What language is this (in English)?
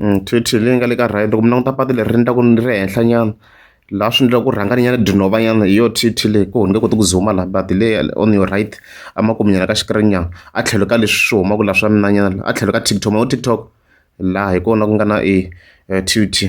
Tsonga